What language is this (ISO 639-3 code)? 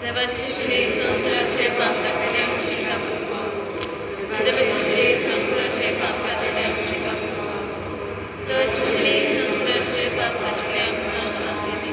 kok